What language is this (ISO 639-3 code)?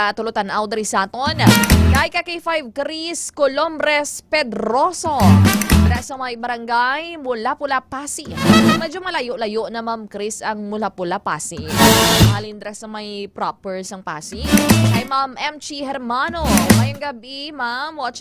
hil